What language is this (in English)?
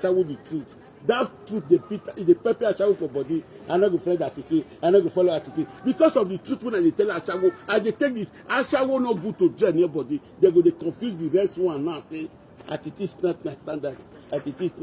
Nigerian Pidgin